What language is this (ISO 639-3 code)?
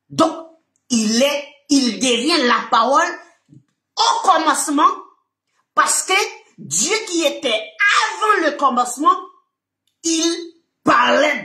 fra